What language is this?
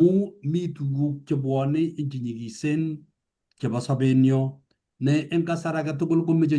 Kalenjin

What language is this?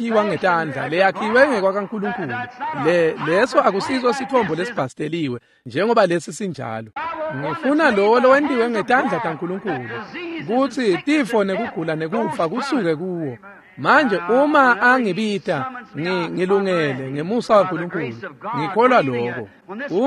Swati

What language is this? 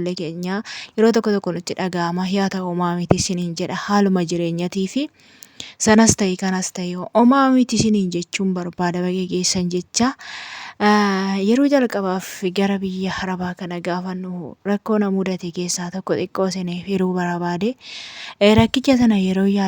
Oromo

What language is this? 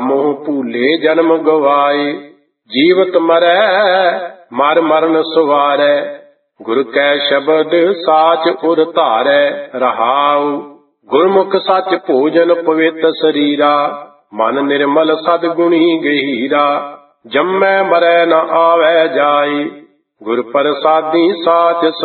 Punjabi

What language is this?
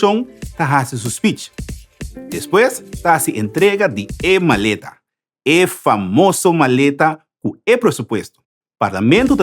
Papiamento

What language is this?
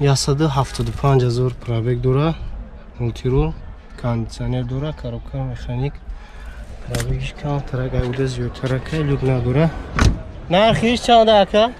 Tajik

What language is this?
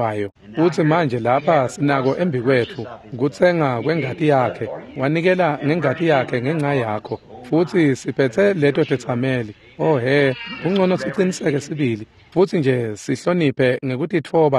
Swati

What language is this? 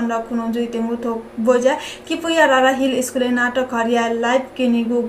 Newari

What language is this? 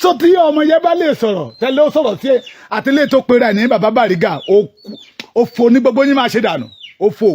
Yoruba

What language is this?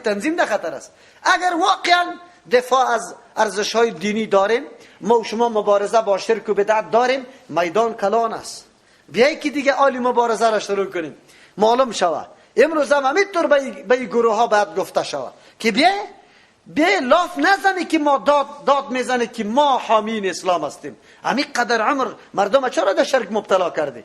Persian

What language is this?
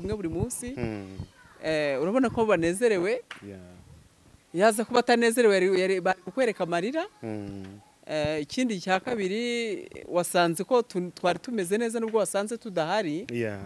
Kinyarwanda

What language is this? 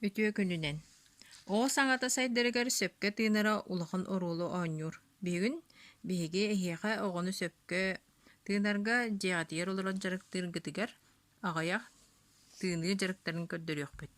Yakut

